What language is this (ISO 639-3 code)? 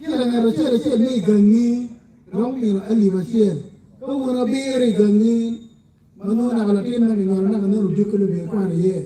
ach